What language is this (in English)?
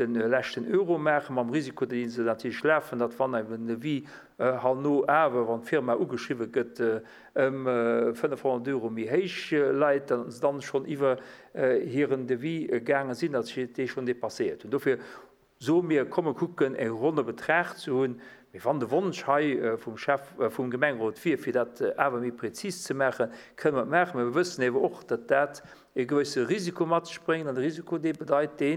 Luxembourgish